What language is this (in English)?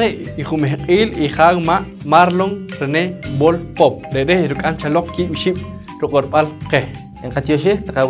Poqomchi'